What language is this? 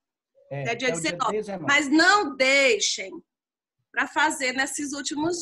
Portuguese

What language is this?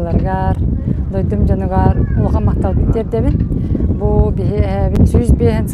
Yakut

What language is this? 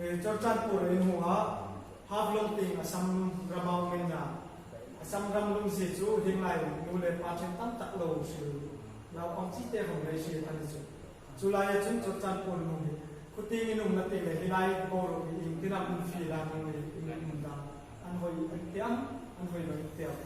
Hmar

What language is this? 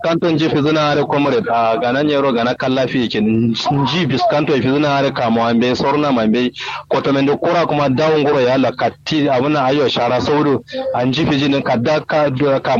Kanuri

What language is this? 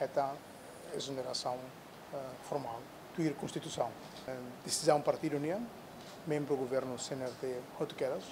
Tetum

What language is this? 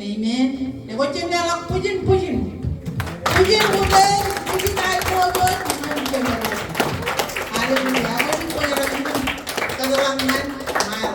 Marshallese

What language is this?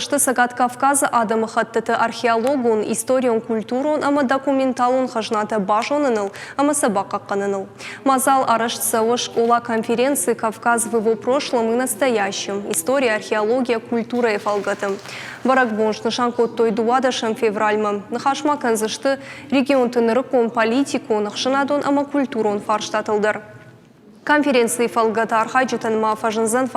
Ossetic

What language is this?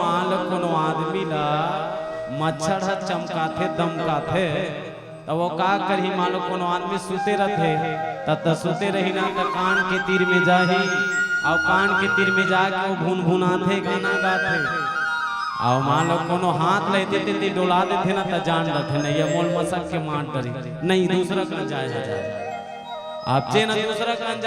Chhattisgarhi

